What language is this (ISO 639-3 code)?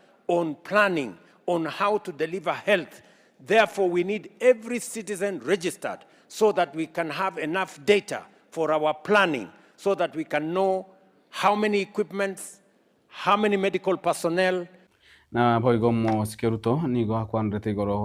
guz